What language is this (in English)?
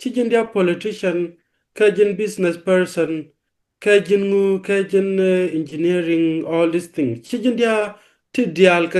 Nuer